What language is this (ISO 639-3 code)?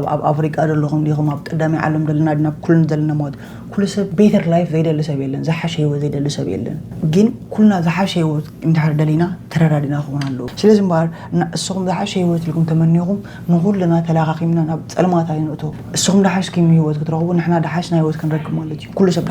tir